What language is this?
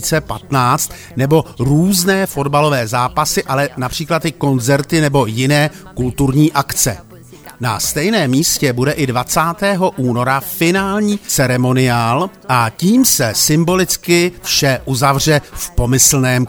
Czech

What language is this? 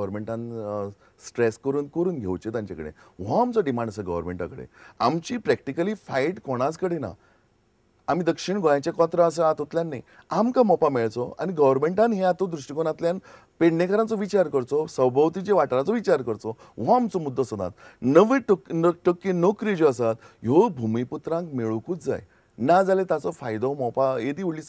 Konkani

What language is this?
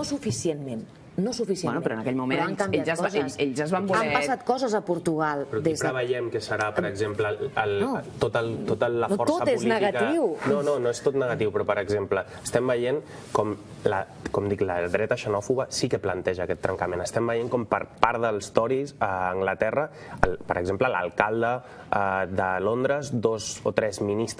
Catalan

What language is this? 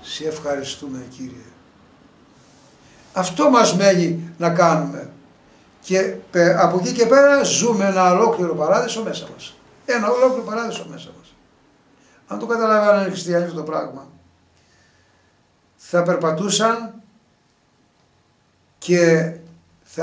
Greek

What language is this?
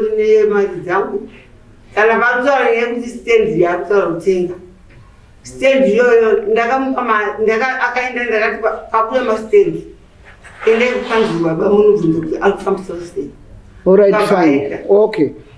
Shona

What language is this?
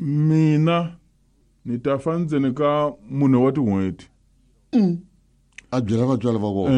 Tsonga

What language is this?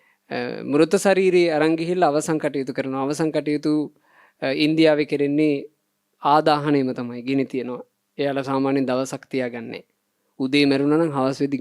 Sinhala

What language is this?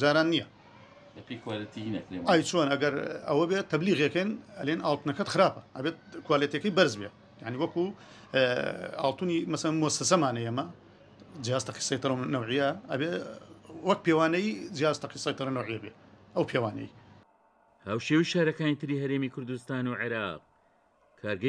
Central Kurdish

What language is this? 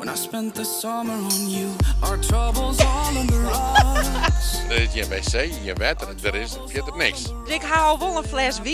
Western Frisian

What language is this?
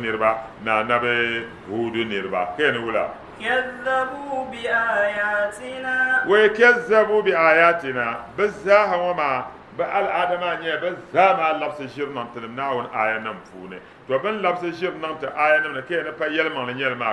Dagbani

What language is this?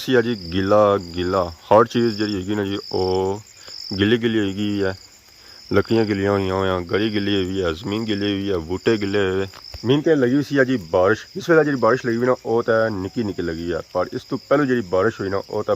Pahari-Potwari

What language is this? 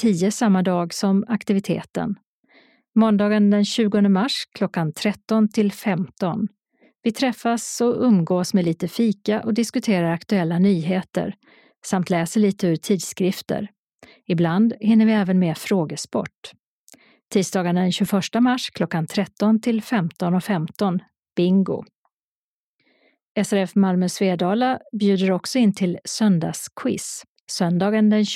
Swedish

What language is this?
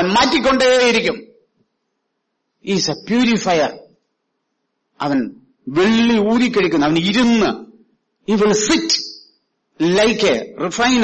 Malayalam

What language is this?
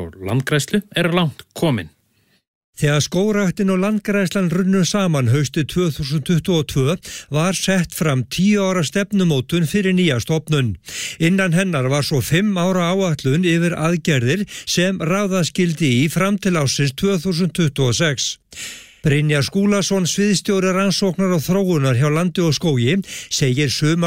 Icelandic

